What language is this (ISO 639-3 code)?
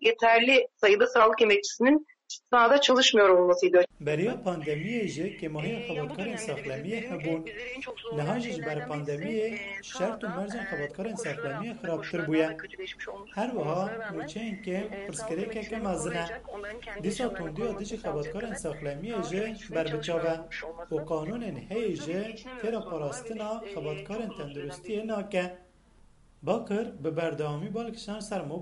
kur